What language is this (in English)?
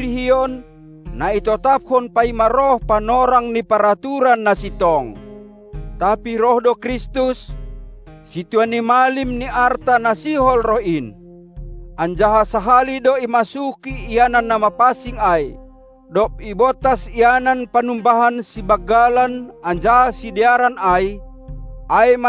Batak Simalungun